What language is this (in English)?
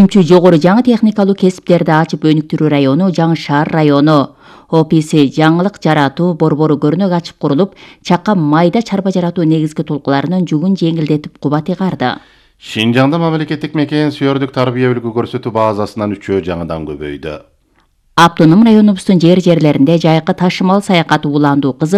Kyrgyz